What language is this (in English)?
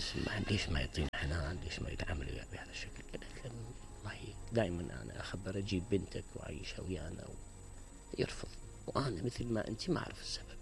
Mesopotamian Arabic